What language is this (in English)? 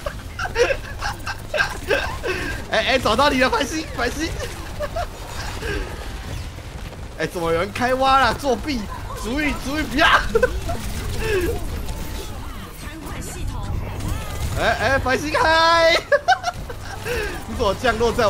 Chinese